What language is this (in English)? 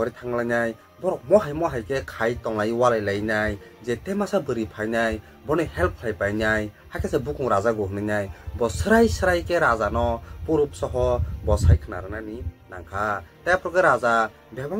Kok Borok